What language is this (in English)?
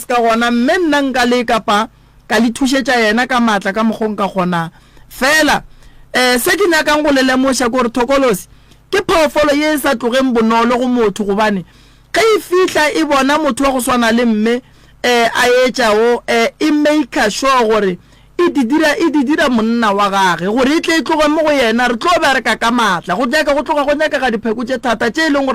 Northern Sotho